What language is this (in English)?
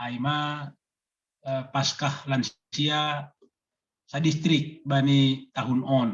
Batak Simalungun